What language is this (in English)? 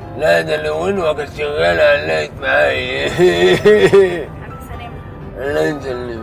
Egyptian Arabic